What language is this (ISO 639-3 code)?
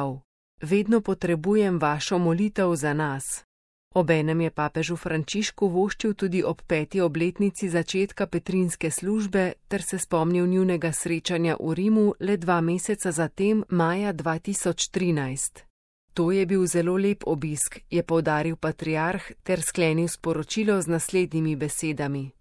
slv